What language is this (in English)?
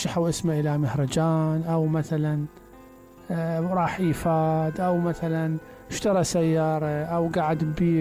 Mesopotamian Arabic